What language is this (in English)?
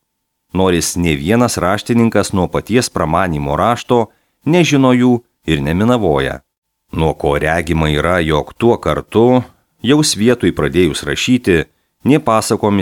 Lithuanian